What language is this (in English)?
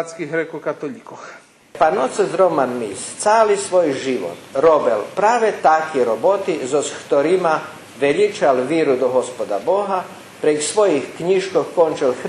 Rusyn